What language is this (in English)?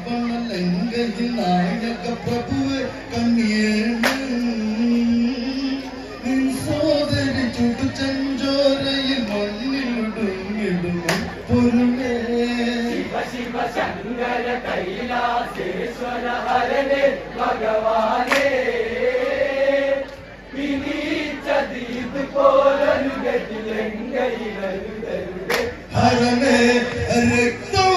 Malayalam